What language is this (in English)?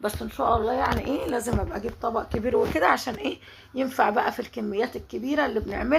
Egyptian Arabic